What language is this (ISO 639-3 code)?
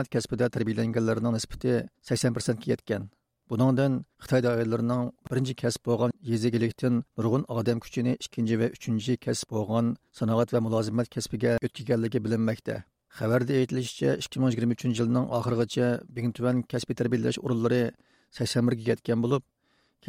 uig